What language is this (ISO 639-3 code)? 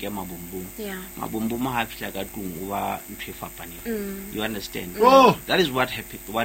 sot